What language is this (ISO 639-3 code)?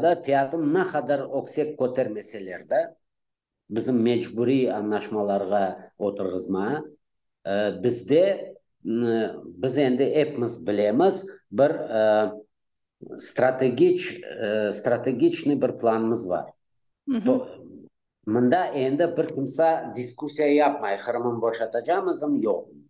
crh